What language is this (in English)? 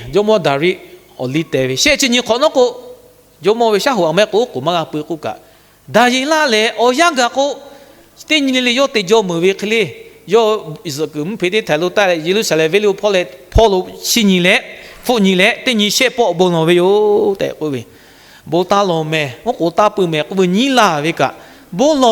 Lahu